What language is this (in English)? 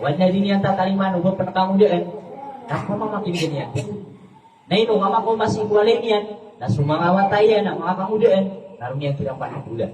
Maranao